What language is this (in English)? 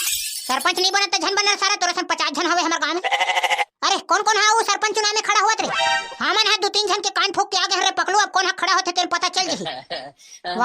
Chhattisgarhi